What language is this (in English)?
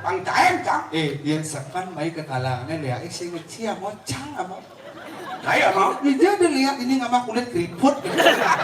Balinese